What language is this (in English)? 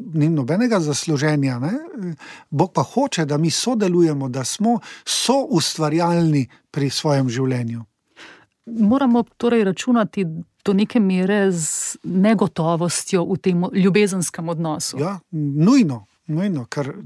Slovenian